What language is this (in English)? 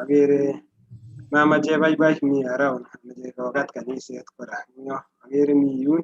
Kalenjin